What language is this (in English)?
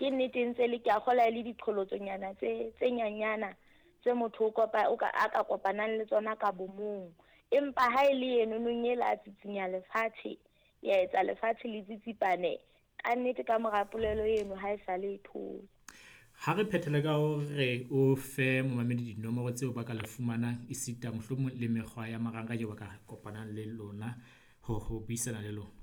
Southern Sotho